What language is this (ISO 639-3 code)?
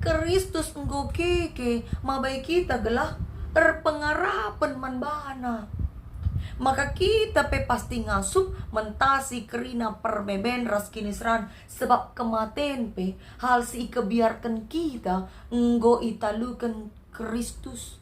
btx